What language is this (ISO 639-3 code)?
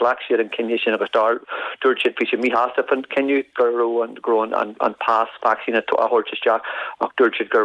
gle